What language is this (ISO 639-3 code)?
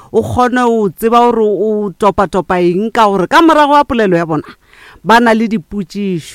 nso